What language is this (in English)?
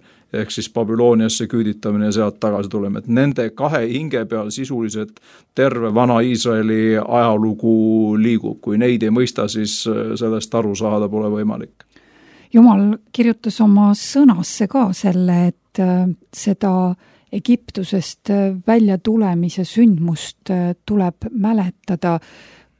Estonian